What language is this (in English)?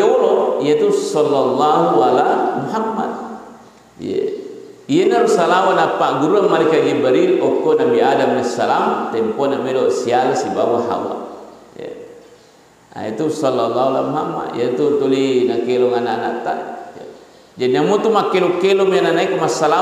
Buginese